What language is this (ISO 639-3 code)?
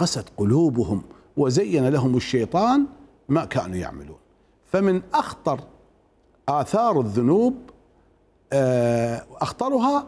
acm